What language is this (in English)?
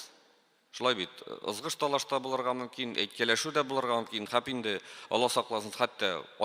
Tatar